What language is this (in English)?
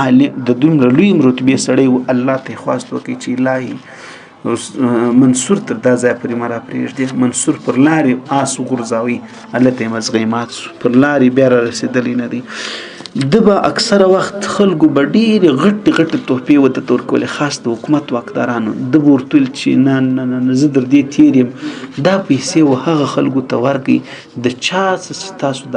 Pashto